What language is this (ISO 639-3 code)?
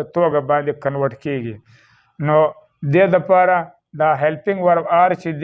pus